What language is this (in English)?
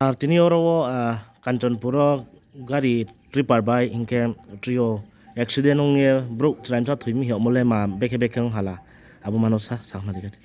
Riang (India)